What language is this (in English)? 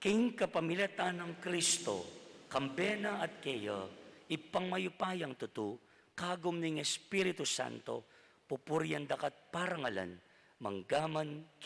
Pampanga